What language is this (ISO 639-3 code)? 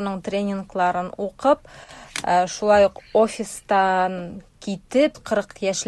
tat